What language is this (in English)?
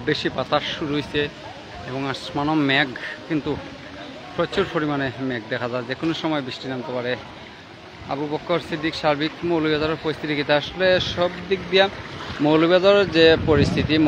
Sylheti